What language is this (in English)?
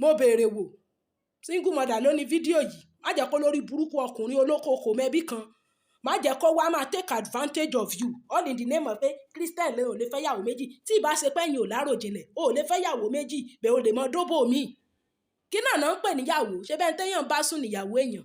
Yoruba